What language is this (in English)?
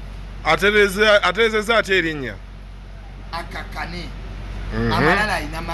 Ganda